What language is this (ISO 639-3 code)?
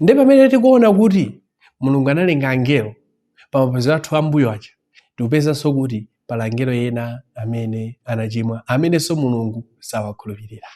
nya